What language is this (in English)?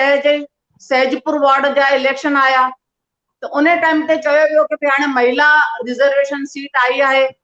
Sindhi